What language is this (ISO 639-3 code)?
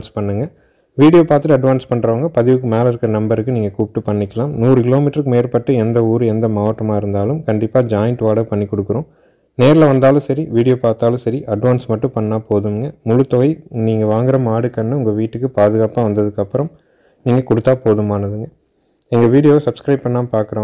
tam